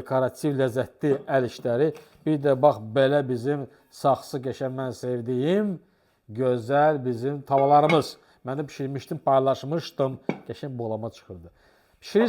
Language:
Azerbaijani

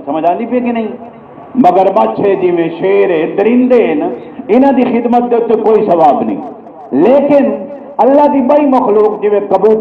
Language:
Saraiki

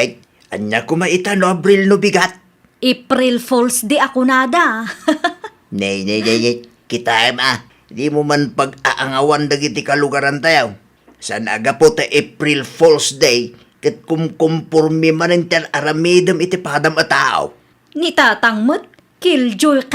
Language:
Iloko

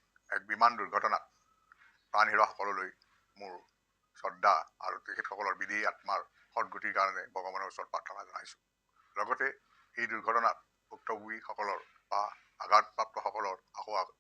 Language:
Assamese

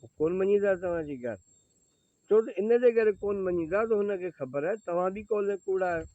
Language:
Sindhi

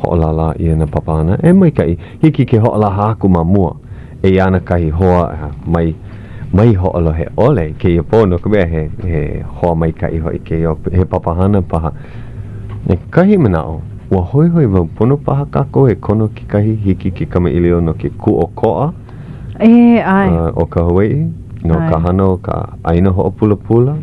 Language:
Hawaiian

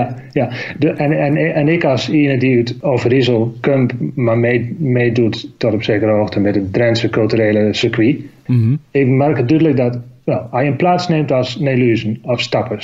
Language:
Dutch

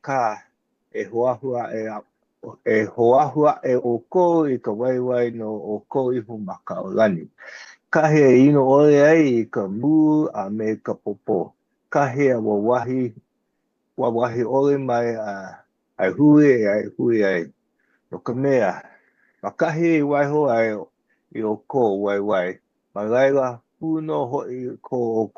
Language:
Hawaiian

